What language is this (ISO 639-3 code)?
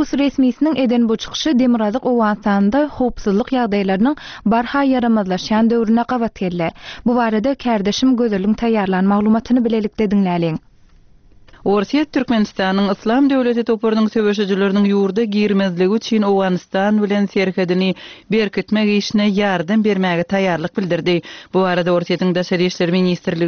tuk